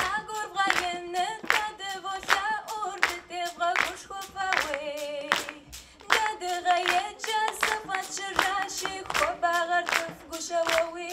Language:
Kabardian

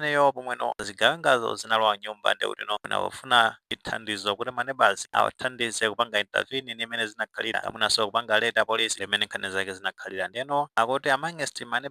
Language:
Nyanja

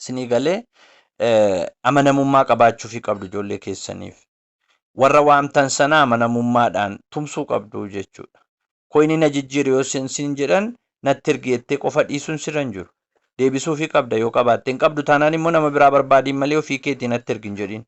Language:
Oromo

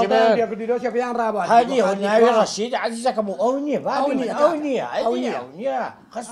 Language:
Central Kurdish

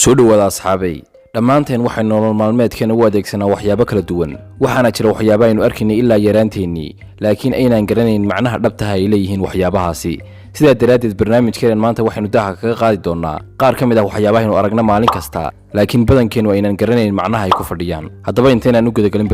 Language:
Somali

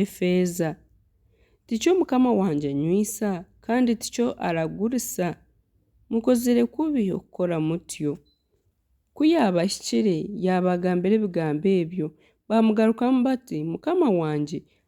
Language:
Nyankole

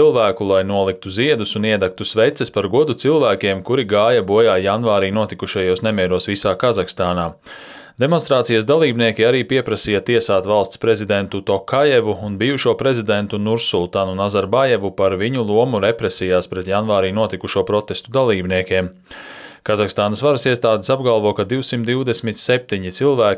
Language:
Latvian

